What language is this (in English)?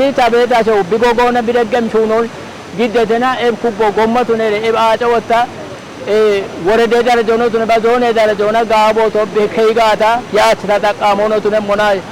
Kafa